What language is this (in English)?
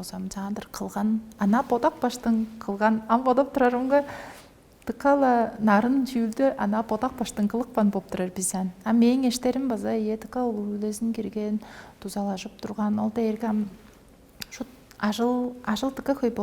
Tuvinian